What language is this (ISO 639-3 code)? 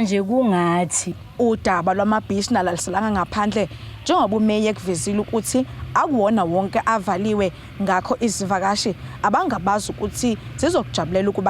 zul